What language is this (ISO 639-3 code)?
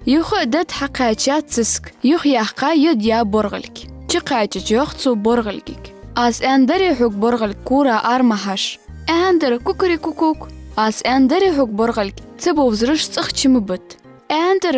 inh